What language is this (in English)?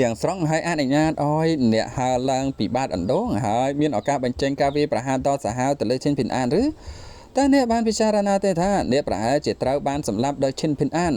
Khmer